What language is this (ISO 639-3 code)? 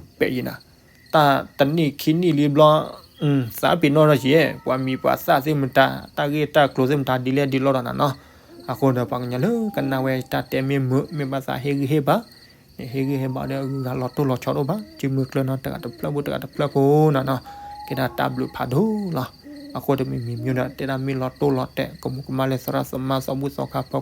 ksw